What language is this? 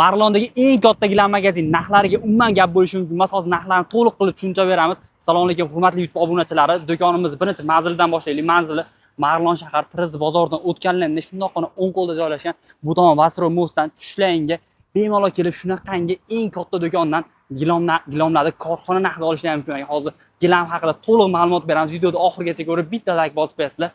Uzbek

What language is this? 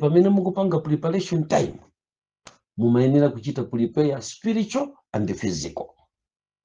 Nyanja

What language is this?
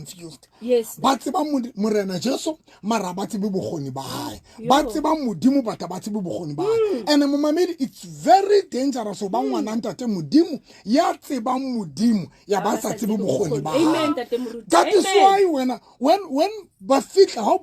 Southern Sotho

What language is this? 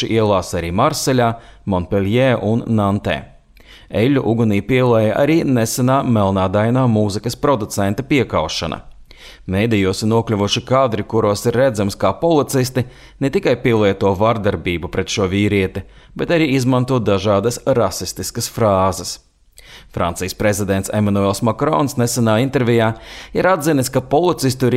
Latvian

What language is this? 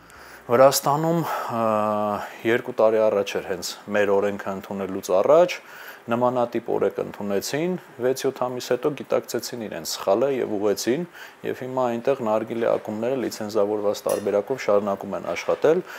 Armenian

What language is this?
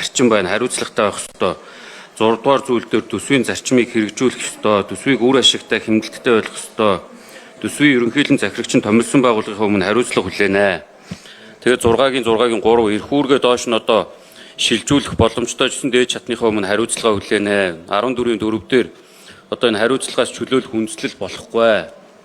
Mongolian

